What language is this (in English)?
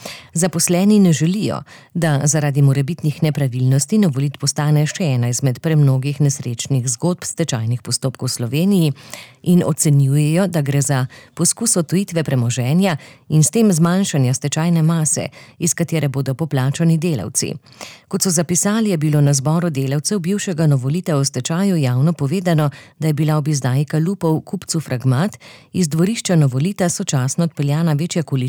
Slovenian